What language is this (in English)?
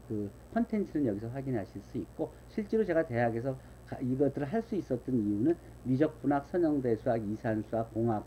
Korean